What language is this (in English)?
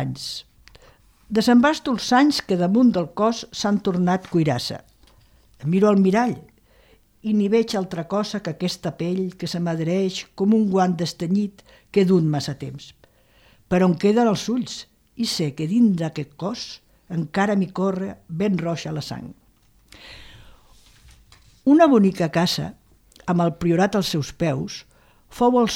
Catalan